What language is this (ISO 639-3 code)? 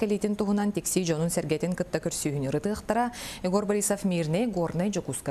sah